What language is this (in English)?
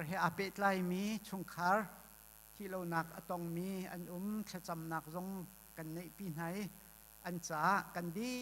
Hakha Chin